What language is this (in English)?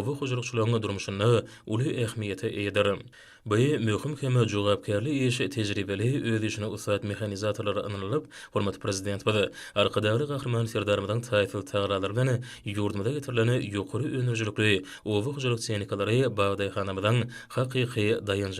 Turkmen